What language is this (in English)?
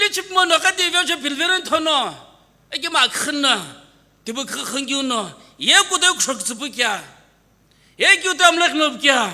Sumi Naga